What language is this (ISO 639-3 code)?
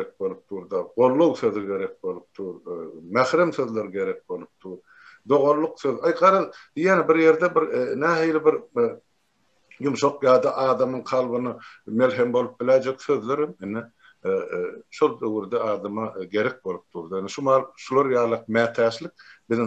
tuk